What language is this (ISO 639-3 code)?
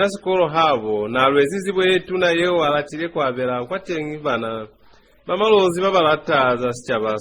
loz